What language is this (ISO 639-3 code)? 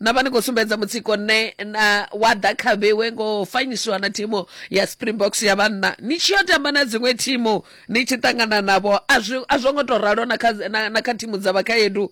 ven